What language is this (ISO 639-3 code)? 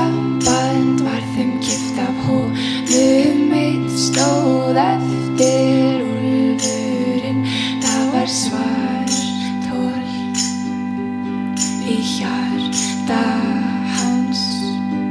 isl